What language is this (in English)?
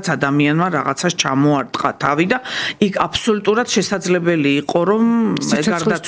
Georgian